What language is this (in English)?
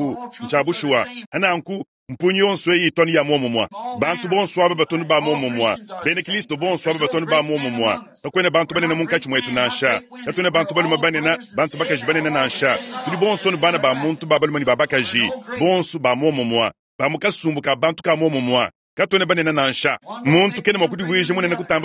Luba-Lulua